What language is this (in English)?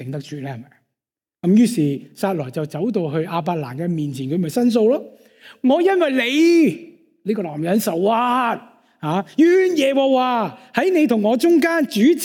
Cantonese